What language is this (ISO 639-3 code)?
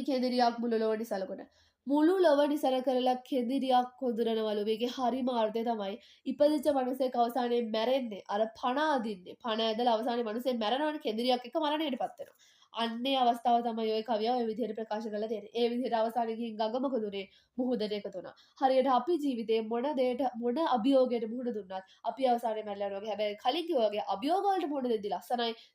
sin